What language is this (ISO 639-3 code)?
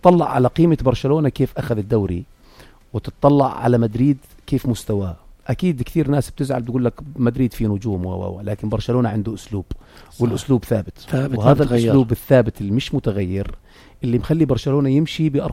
apc